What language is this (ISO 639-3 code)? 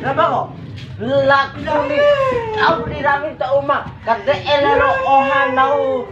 bhp